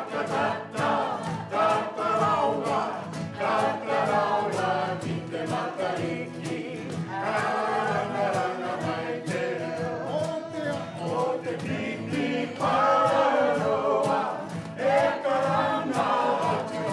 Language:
Māori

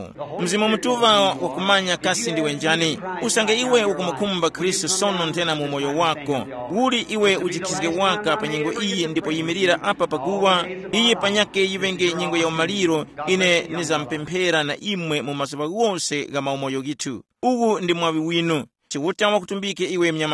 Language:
Tumbuka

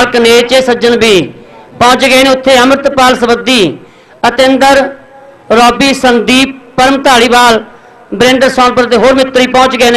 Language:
Punjabi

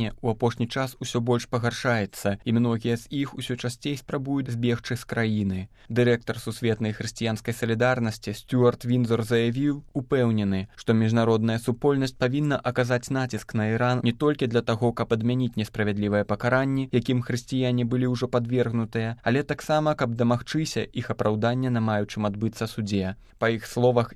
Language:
Belarusian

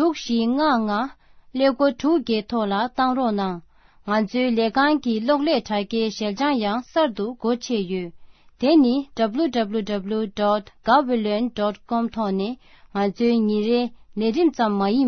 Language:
Tibetan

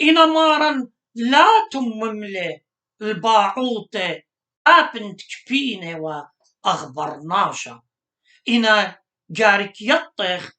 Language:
Assyrian Neo-Aramaic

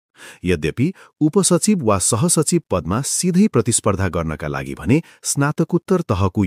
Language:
Nepali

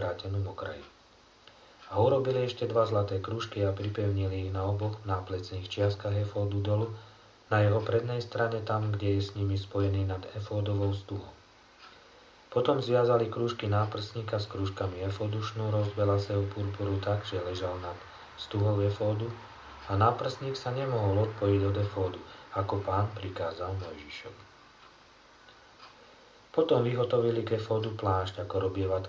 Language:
Slovak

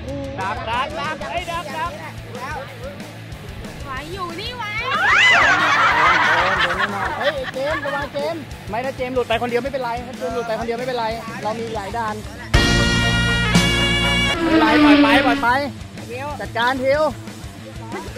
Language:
Thai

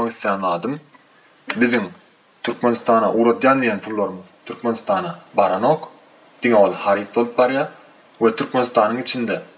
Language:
Turkmen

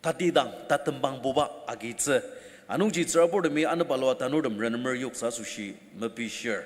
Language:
Ao Naga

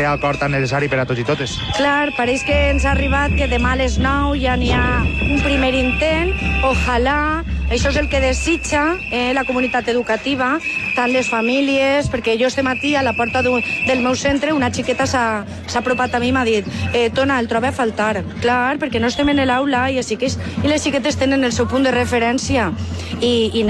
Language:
Catalan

